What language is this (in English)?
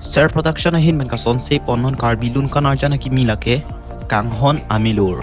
Karbi